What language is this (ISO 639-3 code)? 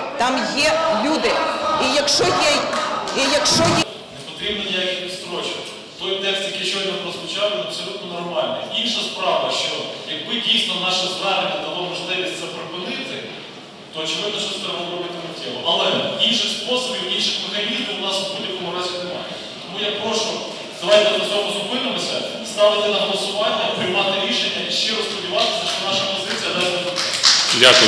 ukr